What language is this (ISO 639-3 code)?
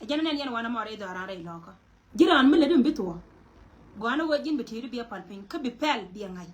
nus